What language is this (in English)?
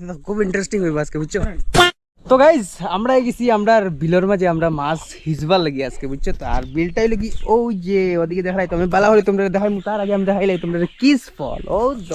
Sylheti